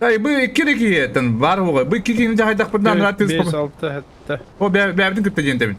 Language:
Yakut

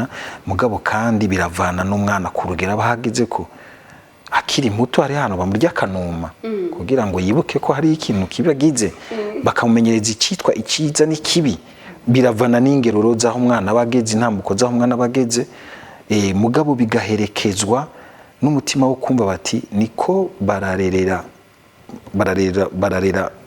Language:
Rundi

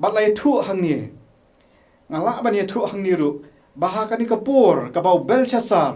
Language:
Khasi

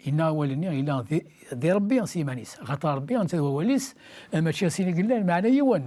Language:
Kabyle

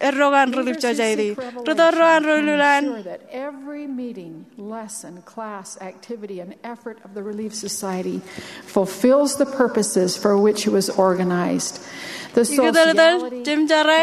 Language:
Marshallese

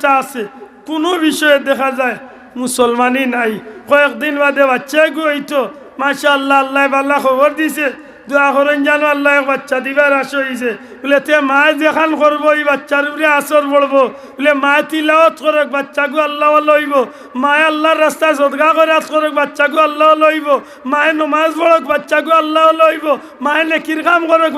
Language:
Sylheti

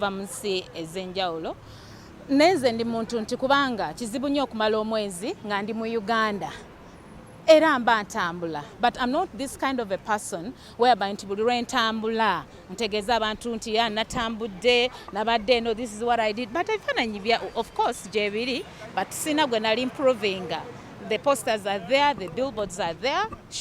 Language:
Ganda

